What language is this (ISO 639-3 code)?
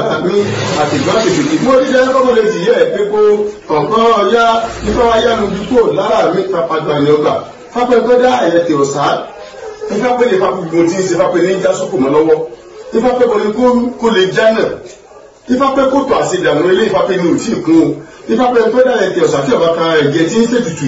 yor